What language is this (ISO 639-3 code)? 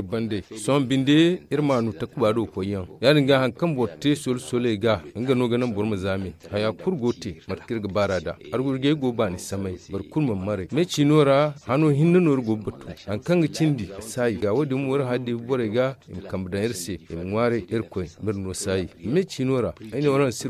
dje